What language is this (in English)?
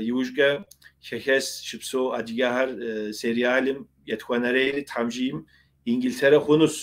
Kabardian